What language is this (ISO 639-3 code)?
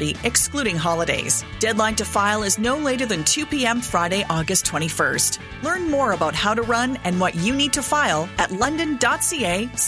eng